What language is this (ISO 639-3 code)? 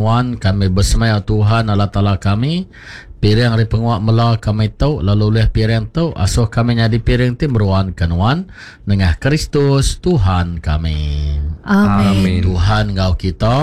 iba